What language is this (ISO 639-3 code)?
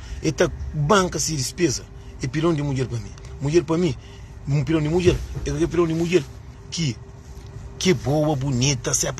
kea